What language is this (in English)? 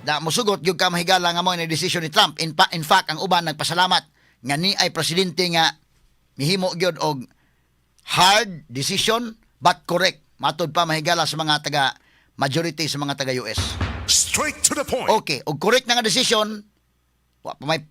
Cebuano